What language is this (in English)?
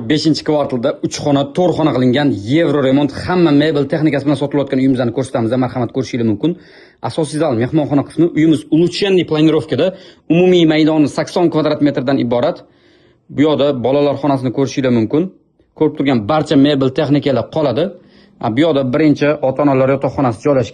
Uzbek